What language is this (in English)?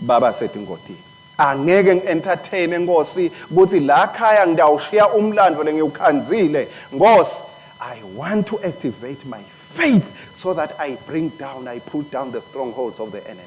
Swati